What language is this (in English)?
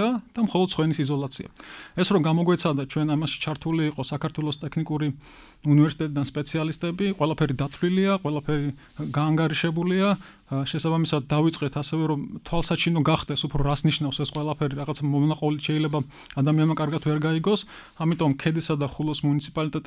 Georgian